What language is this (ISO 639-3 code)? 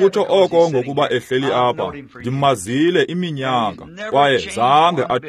xho